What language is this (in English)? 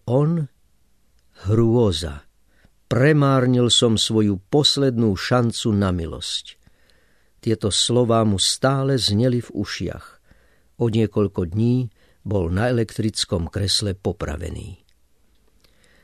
Slovak